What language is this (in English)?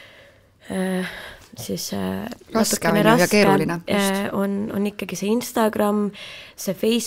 Estonian